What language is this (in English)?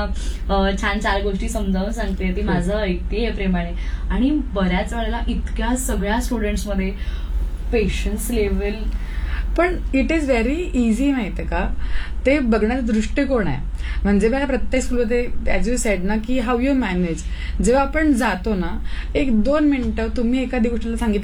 Marathi